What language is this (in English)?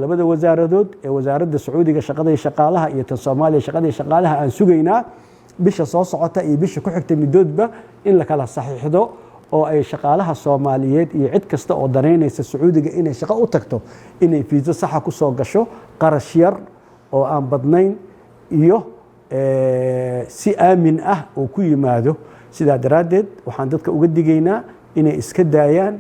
Somali